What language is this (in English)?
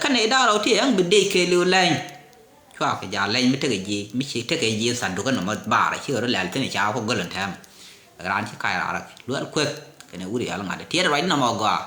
Nuer